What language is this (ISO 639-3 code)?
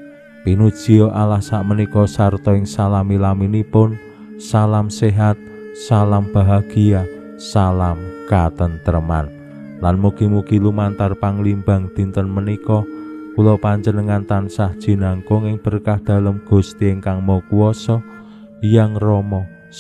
jav